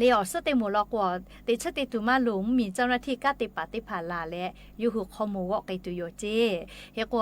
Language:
Lahu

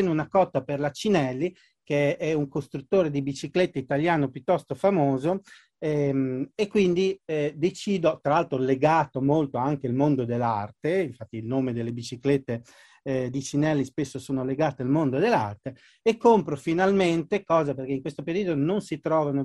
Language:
Italian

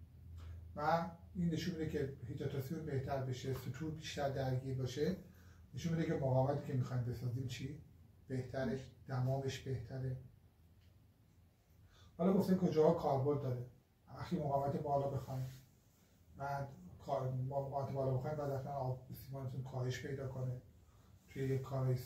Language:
Persian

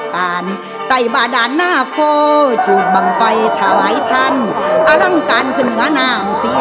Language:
Thai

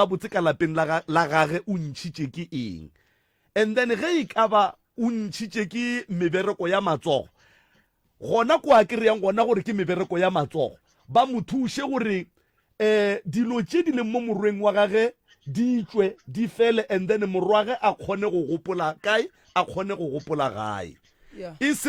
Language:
Northern Sotho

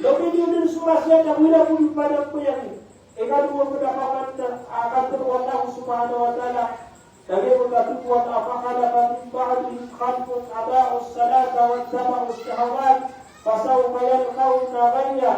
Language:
Maranao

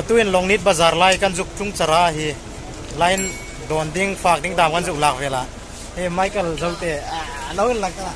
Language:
Hmar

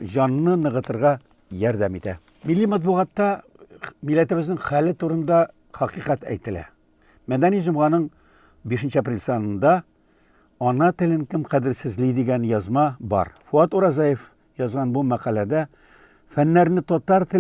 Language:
Tatar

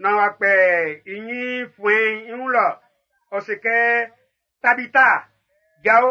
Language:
Baoulé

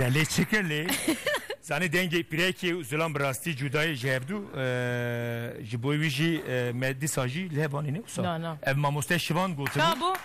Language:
Kurdish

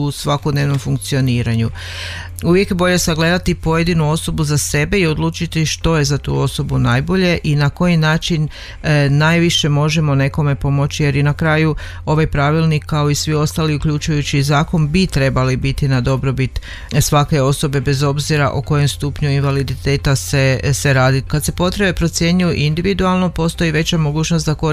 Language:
Croatian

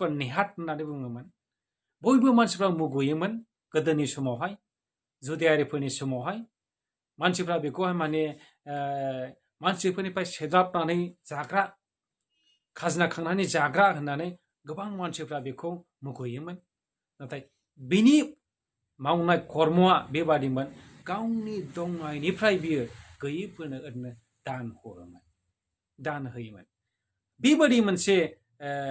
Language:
Bodo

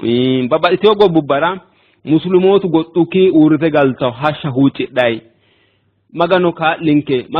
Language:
Sidamo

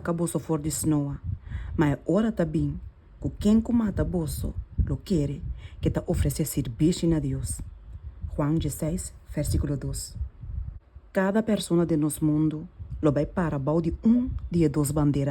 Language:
Papiamento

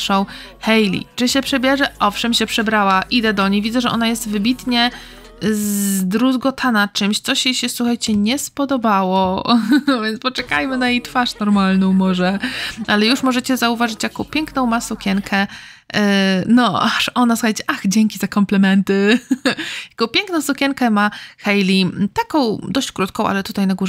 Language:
Polish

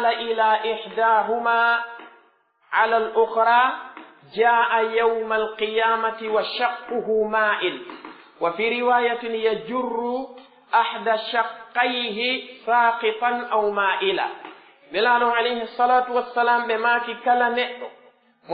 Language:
Pular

